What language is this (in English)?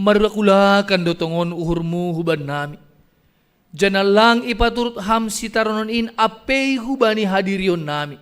Batak Simalungun